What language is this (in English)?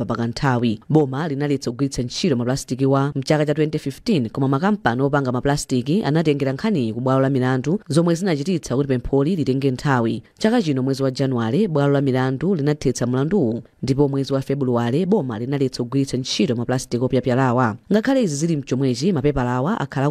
Nyanja